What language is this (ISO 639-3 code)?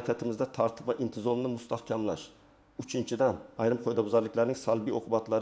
uzb